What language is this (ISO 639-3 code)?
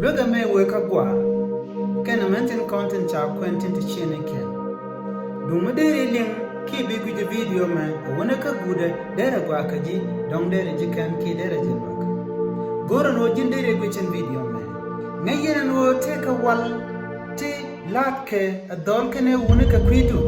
nus